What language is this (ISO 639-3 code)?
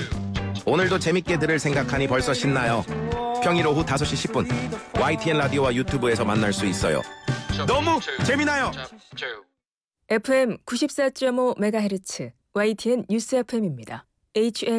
kor